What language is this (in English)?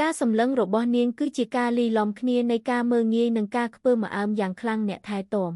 Khmer